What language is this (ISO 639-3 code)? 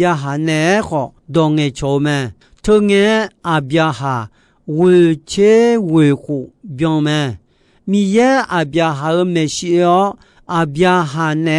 ahk